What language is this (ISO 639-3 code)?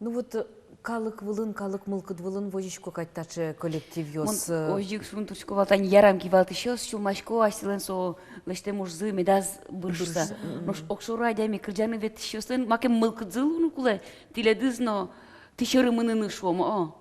udm